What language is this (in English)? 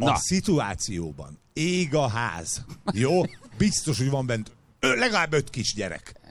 Hungarian